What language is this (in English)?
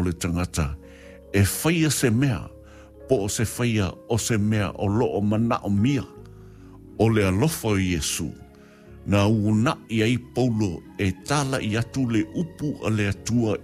Samoan